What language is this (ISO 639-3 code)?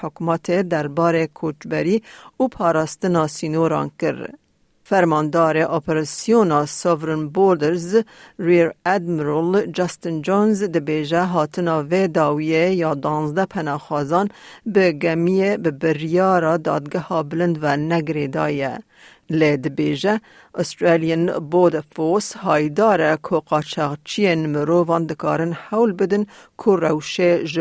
kur